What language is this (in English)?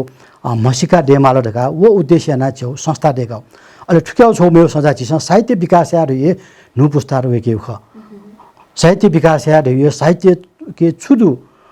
Newari